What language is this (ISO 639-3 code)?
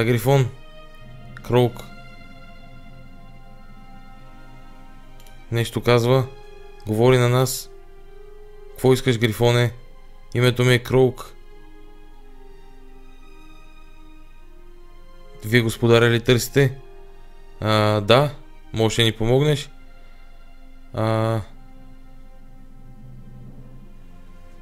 bul